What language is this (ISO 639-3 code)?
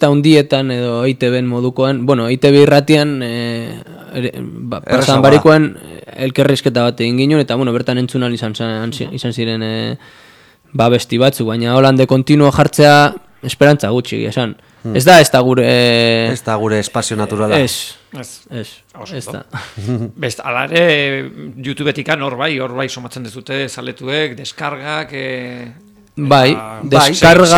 eus